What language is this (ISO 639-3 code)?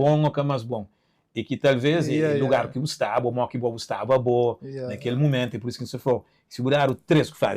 kea